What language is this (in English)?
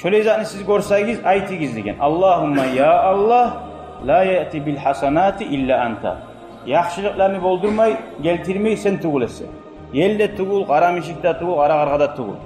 Kumyk